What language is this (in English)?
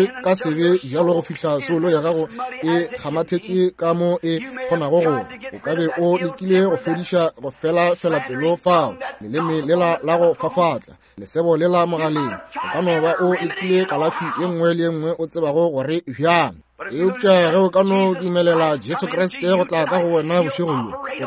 Northern Sotho